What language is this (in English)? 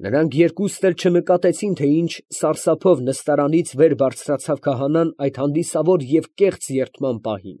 Armenian